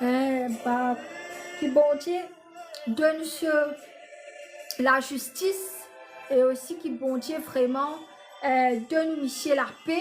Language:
Morisyen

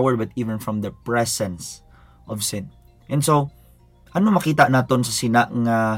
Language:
Hiligaynon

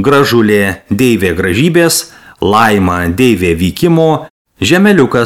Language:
Lithuanian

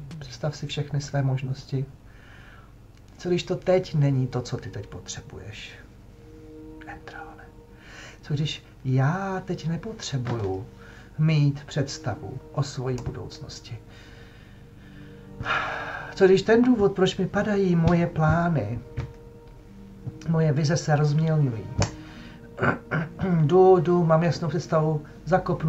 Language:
Czech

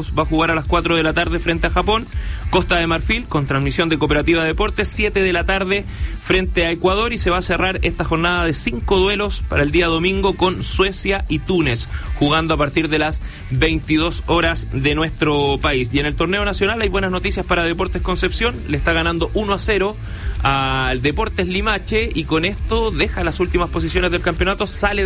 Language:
Spanish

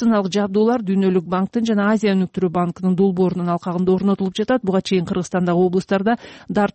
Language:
Kyrgyz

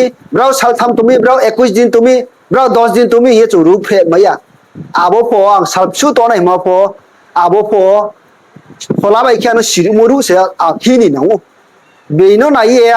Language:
Riang (India)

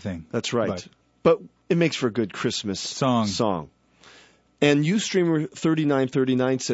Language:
English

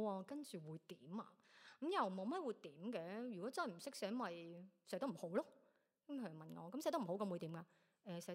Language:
Cantonese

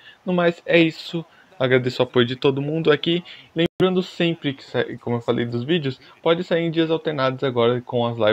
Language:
Portuguese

